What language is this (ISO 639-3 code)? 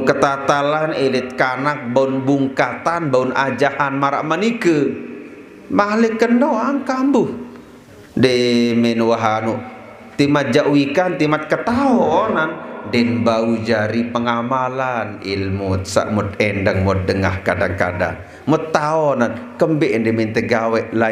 sas